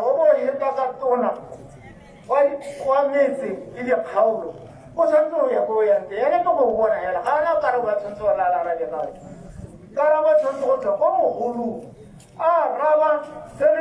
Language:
Tswana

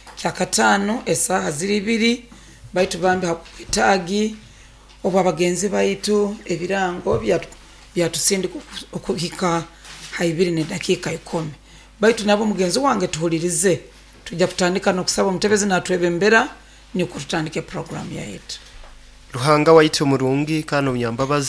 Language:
Nyoro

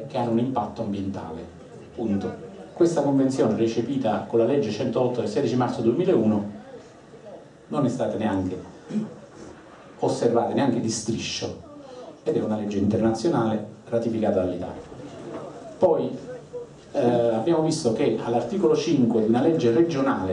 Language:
Italian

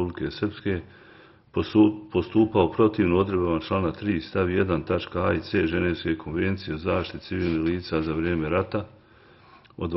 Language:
Bosnian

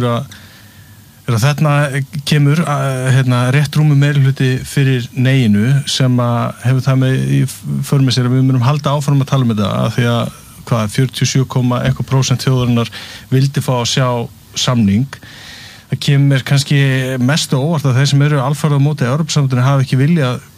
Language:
Icelandic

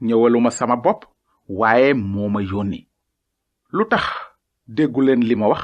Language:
Wolof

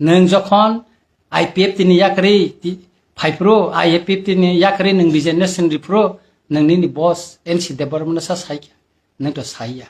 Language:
Kok Borok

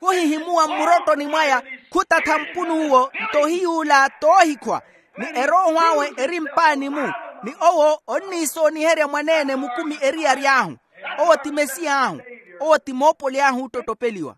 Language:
Makhuwa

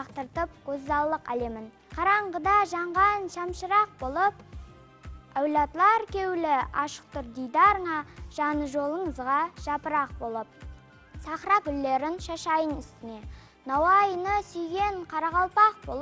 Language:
Kara-Kalpak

